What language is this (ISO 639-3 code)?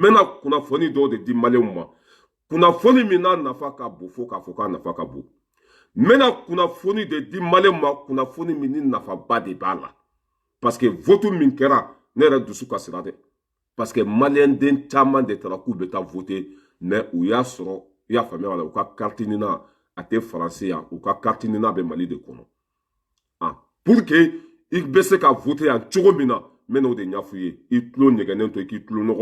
bam